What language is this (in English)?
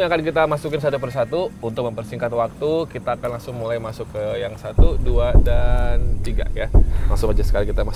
Indonesian